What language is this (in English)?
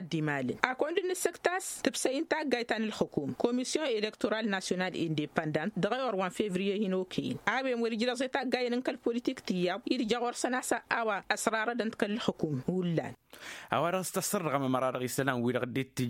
Tamasheq